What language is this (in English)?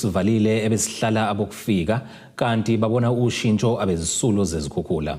Zulu